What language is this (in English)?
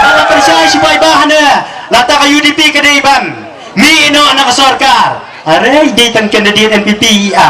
Khasi